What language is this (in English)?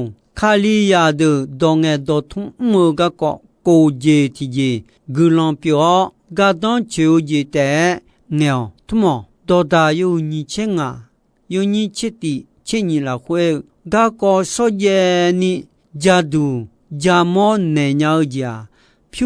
Akha